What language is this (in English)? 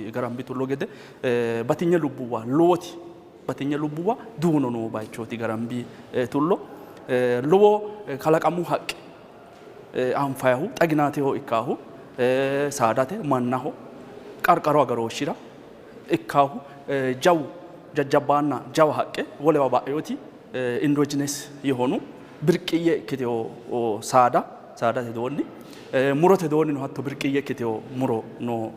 Sidamo